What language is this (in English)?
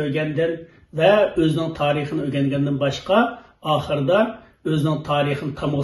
Uyghur